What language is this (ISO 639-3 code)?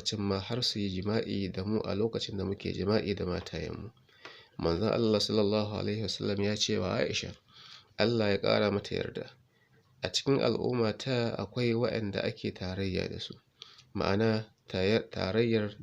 hau